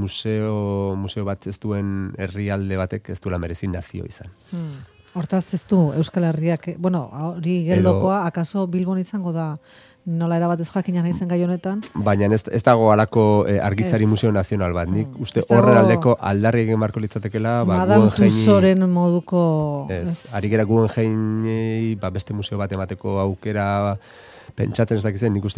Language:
Basque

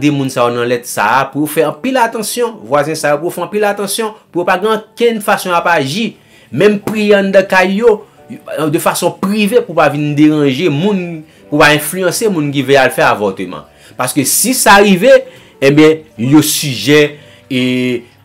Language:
Haitian Creole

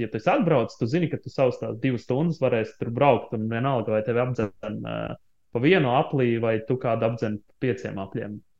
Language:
Latvian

